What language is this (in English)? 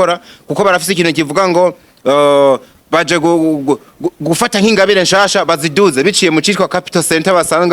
Rundi